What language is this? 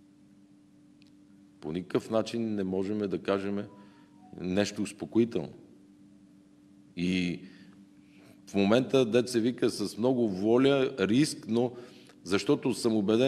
Bulgarian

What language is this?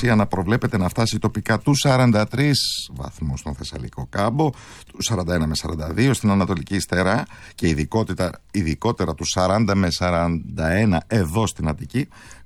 Greek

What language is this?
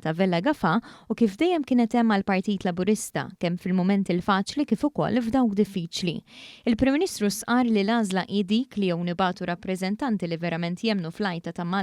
Maltese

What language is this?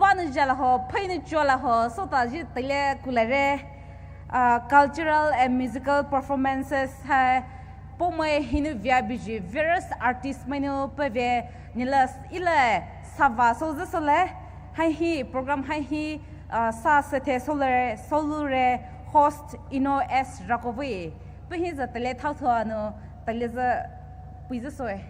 Poumei Naga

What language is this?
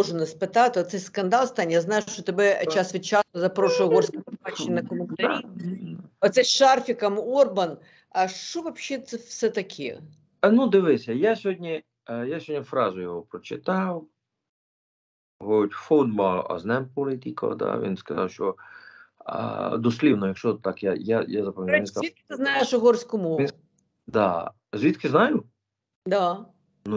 Ukrainian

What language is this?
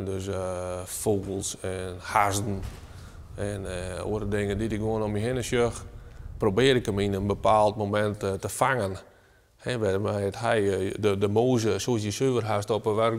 Western Frisian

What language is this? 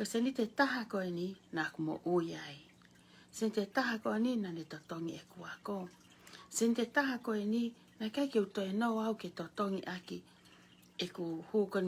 Tongan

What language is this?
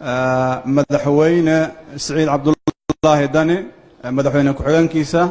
Somali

